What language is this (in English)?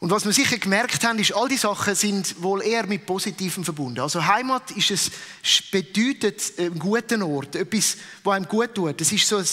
Swiss German